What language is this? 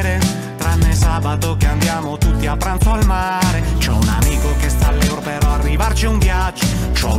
Italian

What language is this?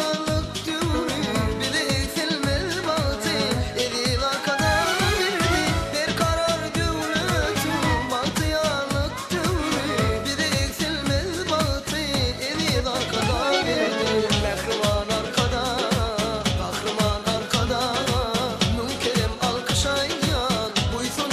Turkmen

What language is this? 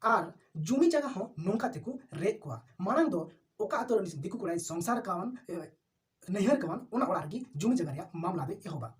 Santali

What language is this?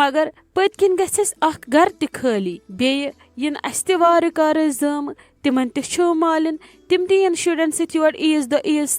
Kashmiri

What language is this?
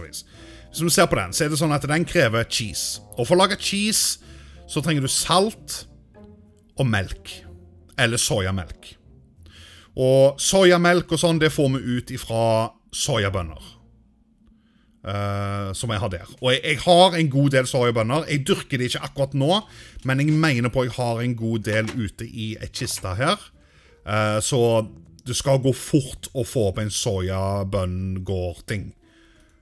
Norwegian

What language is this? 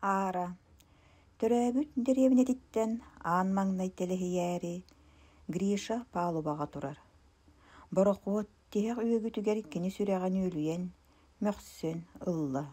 Yakut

